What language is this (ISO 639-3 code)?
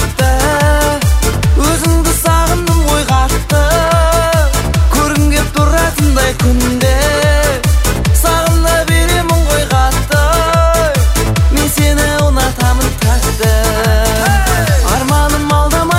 kaz